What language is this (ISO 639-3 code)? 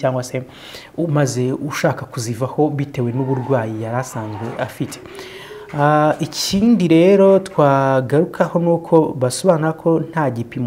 kin